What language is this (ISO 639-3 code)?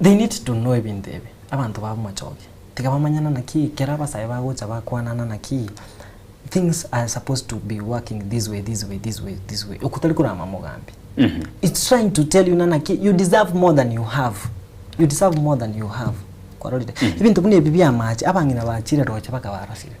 guz